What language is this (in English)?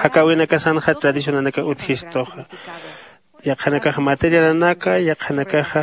Aymara